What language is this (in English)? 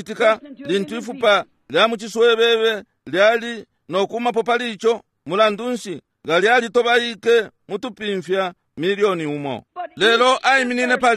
Bemba